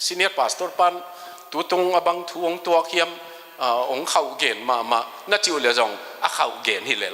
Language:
Tedim Chin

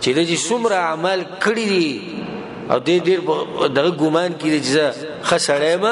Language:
Pashto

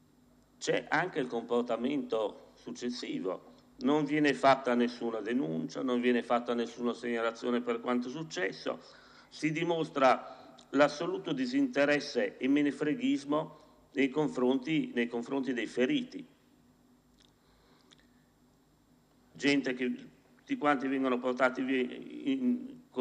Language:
Italian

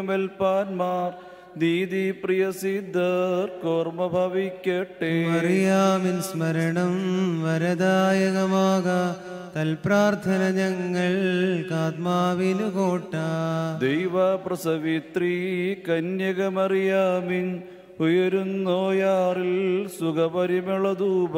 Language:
Malayalam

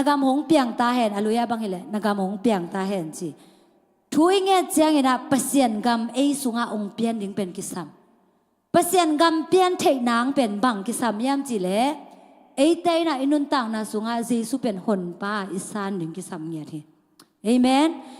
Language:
Tedim Chin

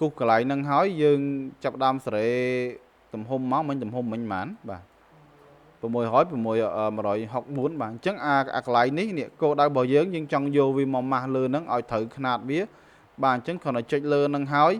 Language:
Khmer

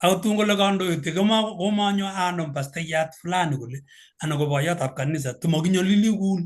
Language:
Kalenjin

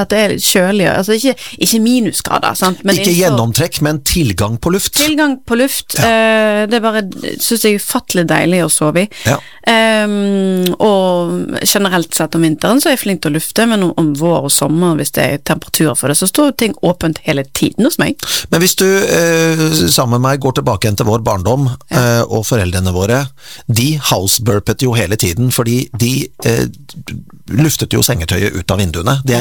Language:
Norwegian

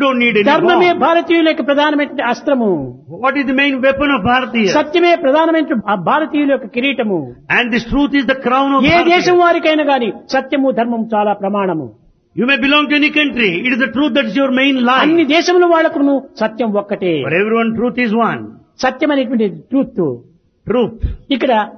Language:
Telugu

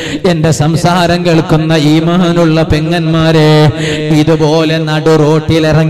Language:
Malayalam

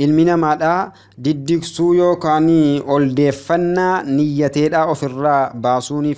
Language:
Oromo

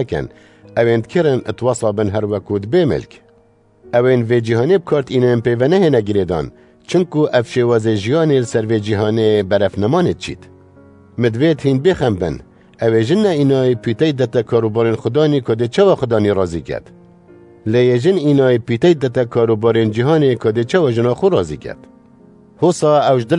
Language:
Kurdish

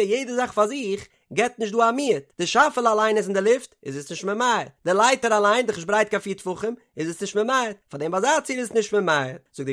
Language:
Yiddish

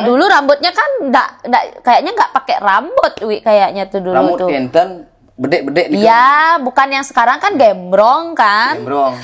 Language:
Balinese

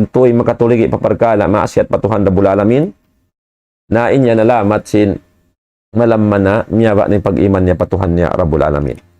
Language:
Tausug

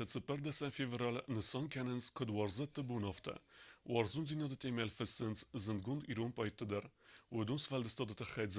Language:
Ossetic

